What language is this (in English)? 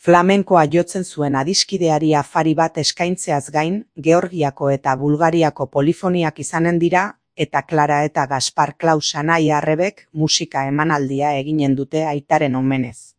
Basque